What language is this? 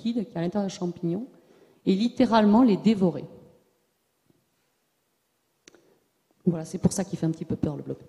French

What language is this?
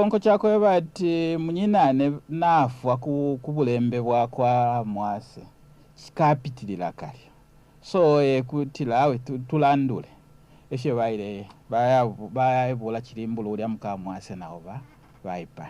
Bemba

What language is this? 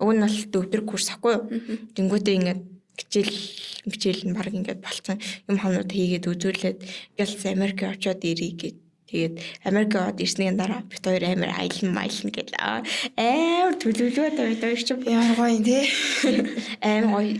Mongolian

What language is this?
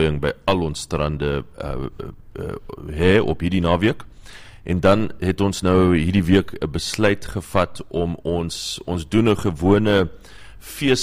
Afrikaans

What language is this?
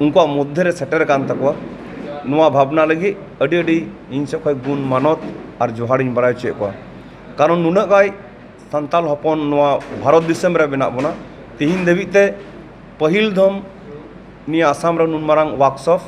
Santali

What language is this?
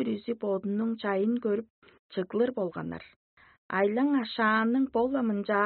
Tuvinian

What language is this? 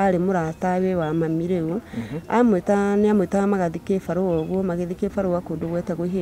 Kikuyu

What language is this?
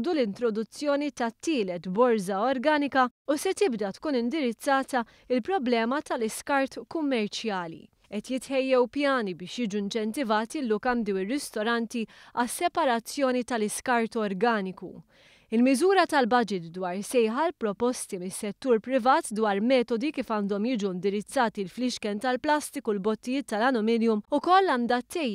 Maltese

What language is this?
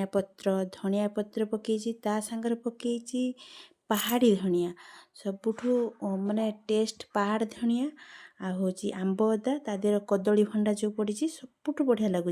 Odia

